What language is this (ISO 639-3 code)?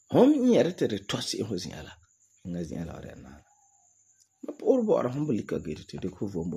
gur